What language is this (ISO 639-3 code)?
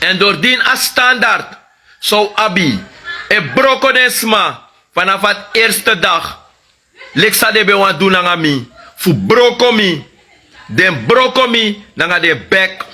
srn